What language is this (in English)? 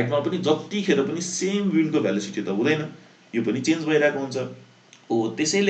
Nepali